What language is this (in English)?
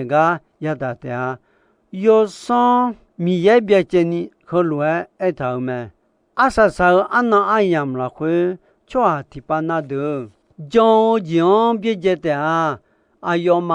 Akha